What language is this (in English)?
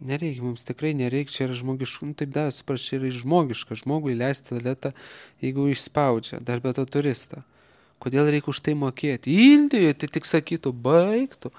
Lithuanian